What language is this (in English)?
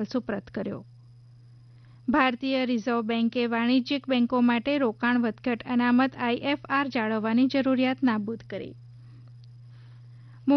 Gujarati